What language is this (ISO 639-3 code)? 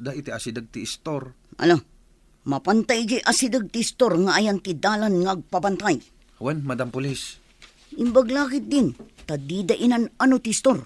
ilo